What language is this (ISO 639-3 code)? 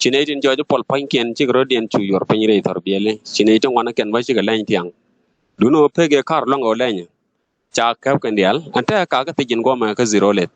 nus